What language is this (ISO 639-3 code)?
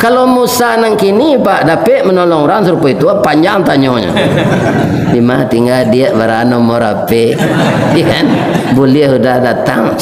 min